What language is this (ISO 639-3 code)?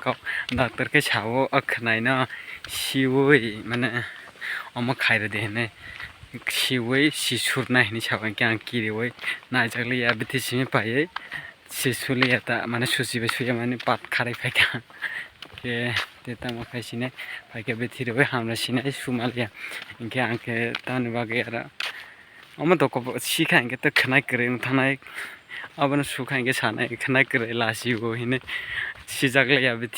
trp